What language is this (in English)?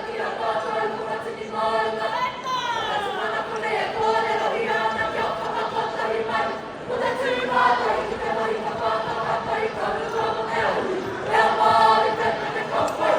Māori